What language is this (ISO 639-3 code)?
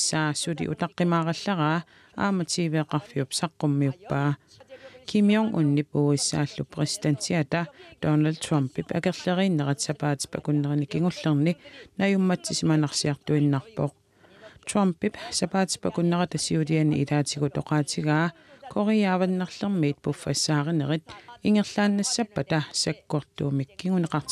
kal